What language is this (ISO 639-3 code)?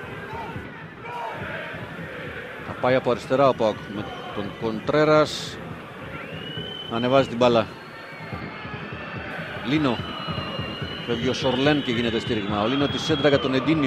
ell